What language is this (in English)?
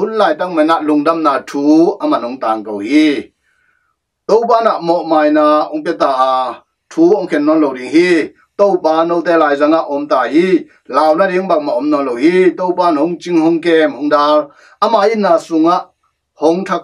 Tedim Chin